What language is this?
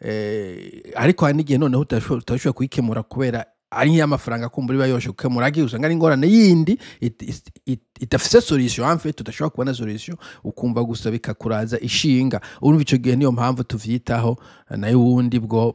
Rundi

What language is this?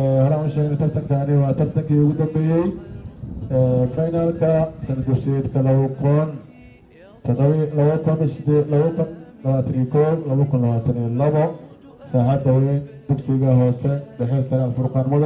Somali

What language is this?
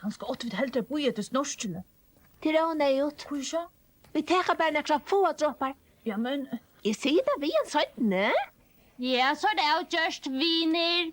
Faroese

